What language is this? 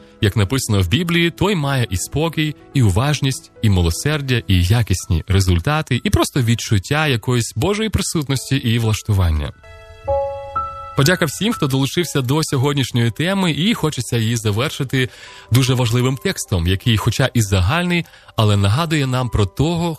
Ukrainian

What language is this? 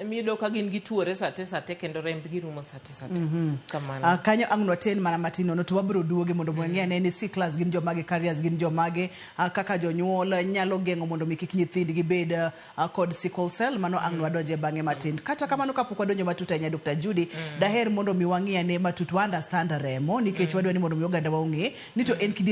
Luo (Kenya and Tanzania)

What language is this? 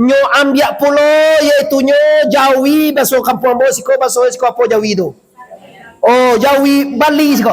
Minangkabau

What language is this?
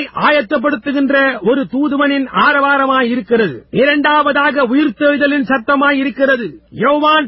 Tamil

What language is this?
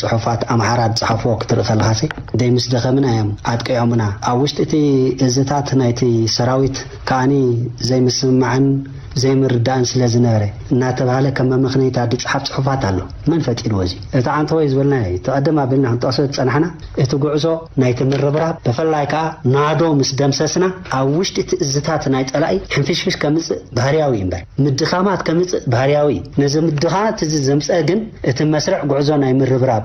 Tigrinya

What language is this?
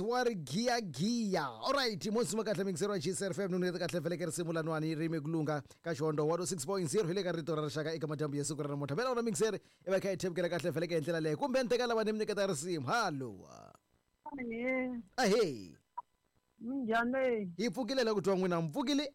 Tsonga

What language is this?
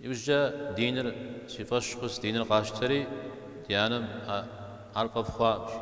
Kabardian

